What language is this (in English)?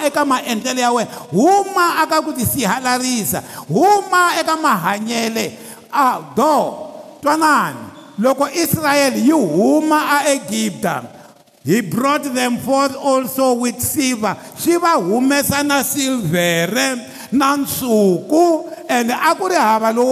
Tsonga